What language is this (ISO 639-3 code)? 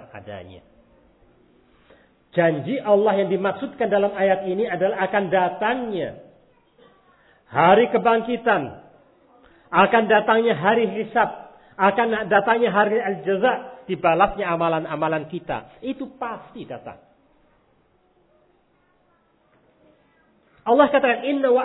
ind